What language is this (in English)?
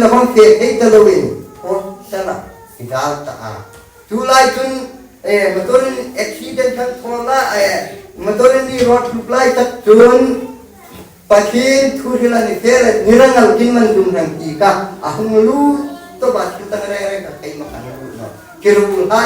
Hmar